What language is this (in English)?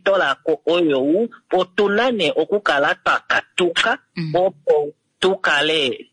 Kuanyama